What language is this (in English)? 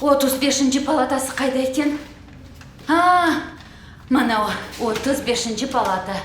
Crimean Tatar